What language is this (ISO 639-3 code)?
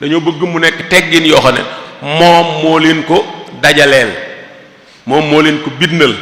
wol